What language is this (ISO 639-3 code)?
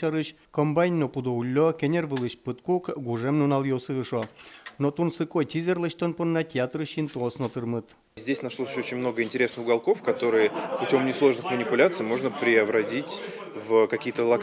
udm